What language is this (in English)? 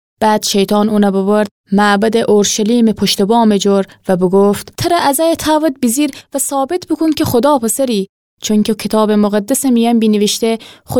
Gilaki